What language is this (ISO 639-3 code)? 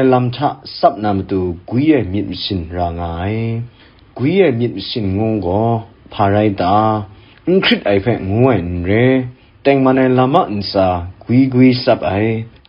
kac